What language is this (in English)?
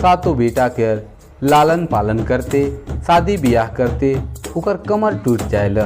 Sadri